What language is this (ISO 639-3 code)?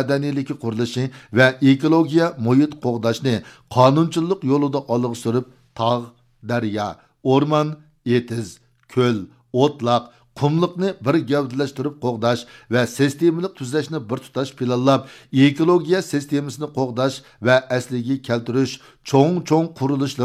uig